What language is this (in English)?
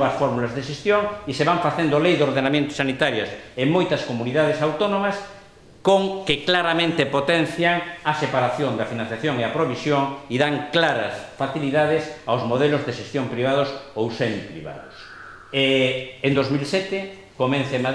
Galician